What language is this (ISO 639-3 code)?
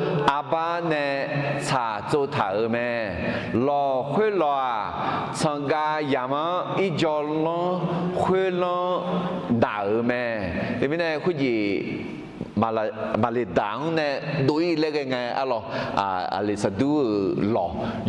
ahk